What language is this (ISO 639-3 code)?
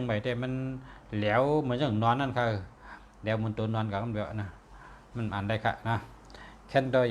shn